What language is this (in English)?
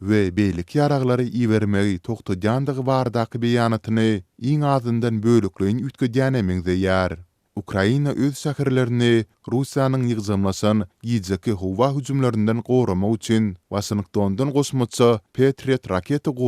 Turkmen